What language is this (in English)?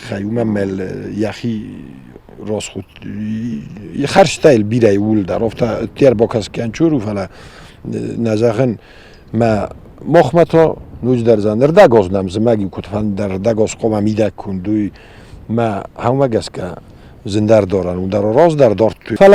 Ossetic